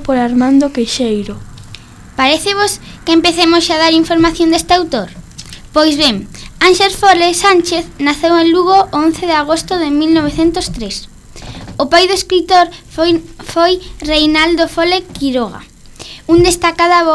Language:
Galician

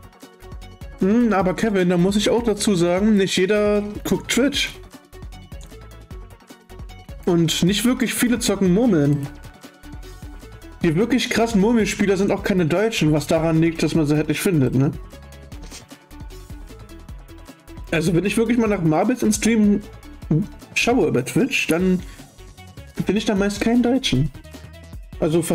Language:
German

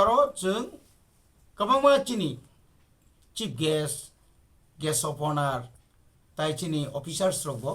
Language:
Kok Borok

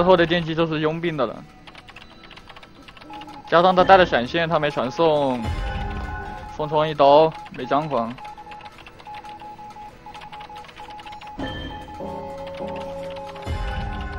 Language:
Chinese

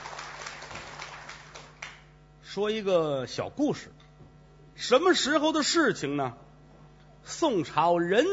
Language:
Chinese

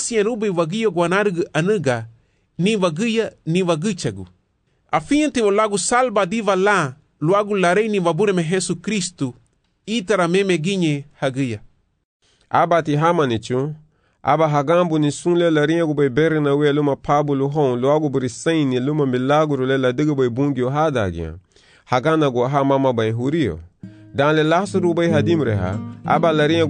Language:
Garifuna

